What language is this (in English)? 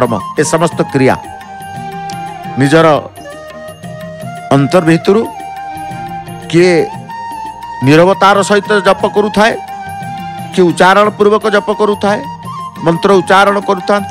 Odia